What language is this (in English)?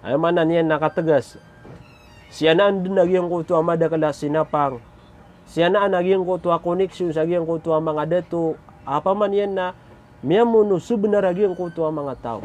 Maranao